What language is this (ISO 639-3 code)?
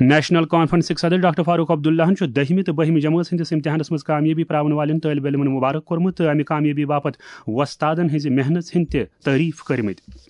kas